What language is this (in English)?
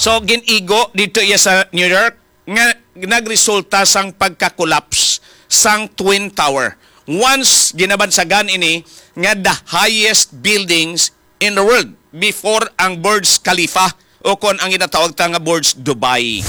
Hiligaynon